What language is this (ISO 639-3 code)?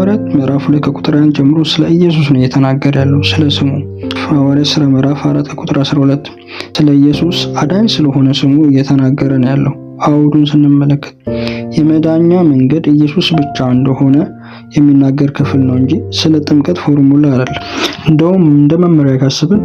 amh